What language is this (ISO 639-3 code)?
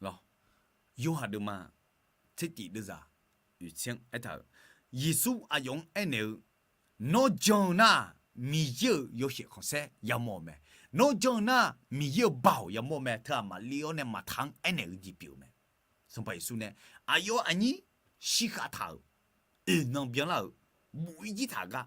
ahk